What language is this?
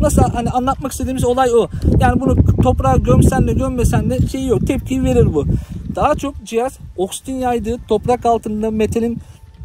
Turkish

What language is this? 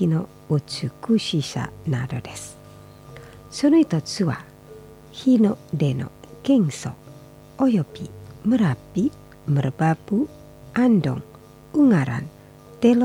Japanese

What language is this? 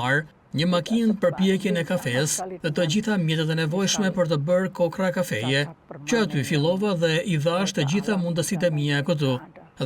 Albanian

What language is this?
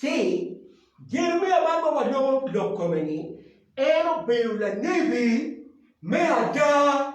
Acoli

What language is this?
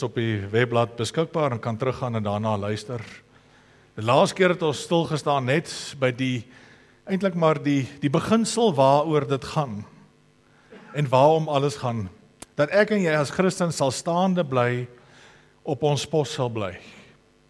Afrikaans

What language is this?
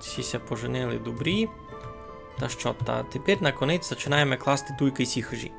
Rusyn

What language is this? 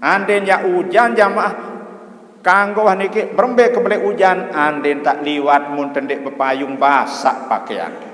Sasak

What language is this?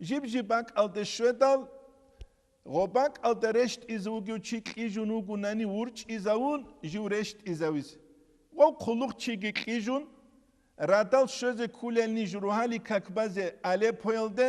Avaric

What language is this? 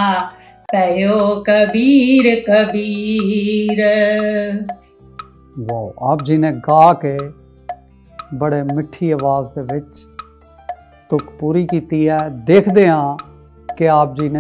Punjabi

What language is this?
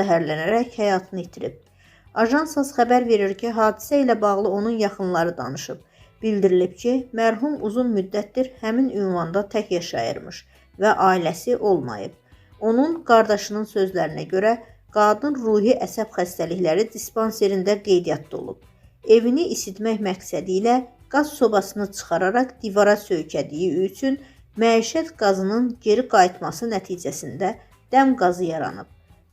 Azerbaijani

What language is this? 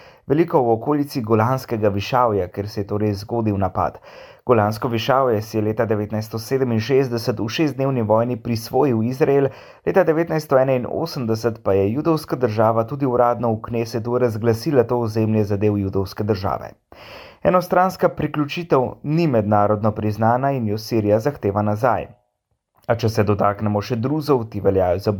Slovenian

